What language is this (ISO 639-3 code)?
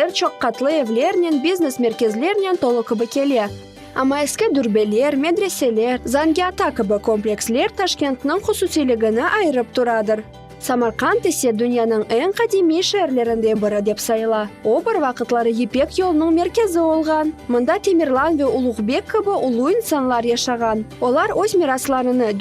crh